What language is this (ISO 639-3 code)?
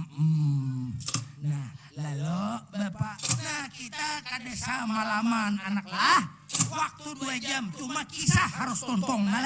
bjn